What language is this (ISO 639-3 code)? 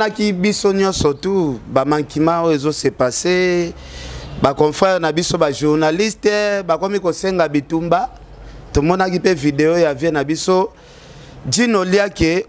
lin